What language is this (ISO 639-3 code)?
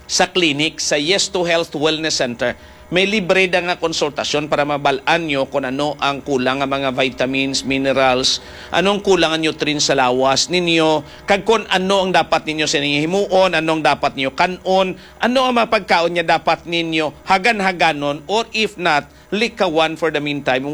hil